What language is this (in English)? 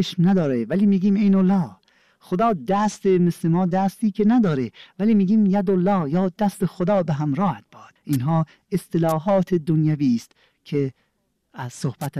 Persian